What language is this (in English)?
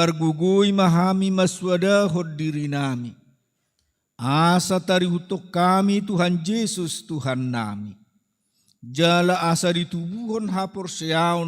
Batak Toba